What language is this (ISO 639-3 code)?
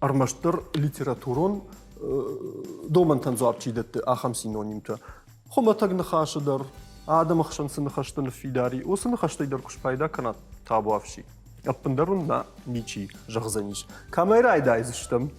oss